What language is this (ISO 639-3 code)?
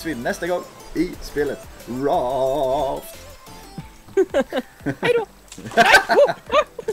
swe